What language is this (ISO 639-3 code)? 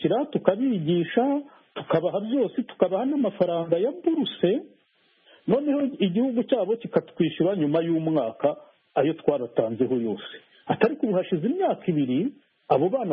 kin